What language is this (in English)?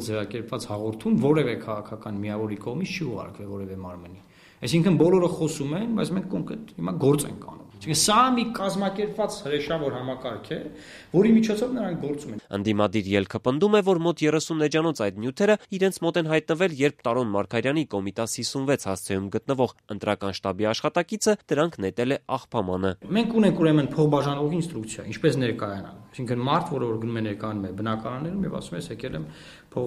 Armenian